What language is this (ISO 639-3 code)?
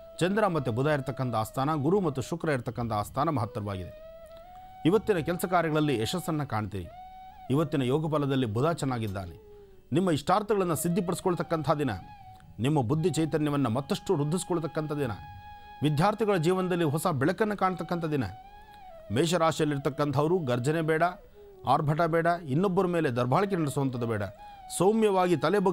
kan